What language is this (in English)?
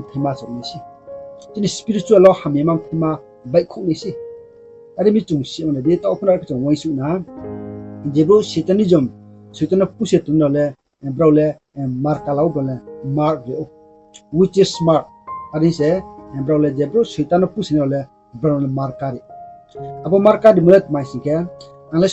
Riang (India)